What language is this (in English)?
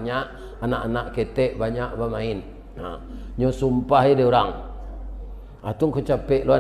Minangkabau